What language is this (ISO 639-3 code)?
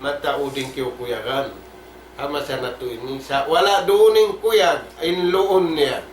tsg